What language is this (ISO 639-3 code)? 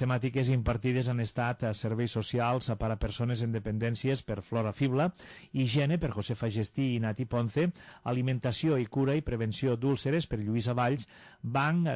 cat